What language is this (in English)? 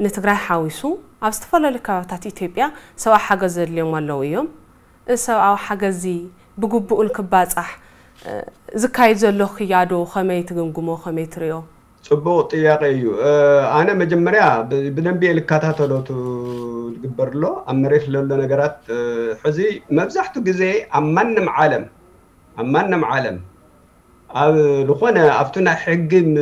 Tigrinya